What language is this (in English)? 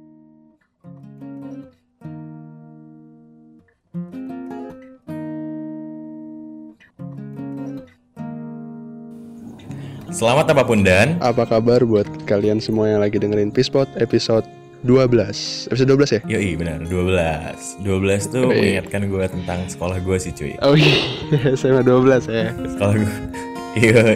Indonesian